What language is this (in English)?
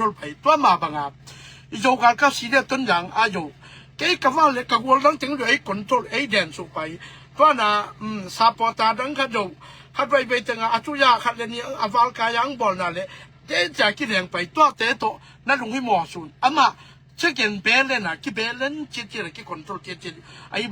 Tedim Chin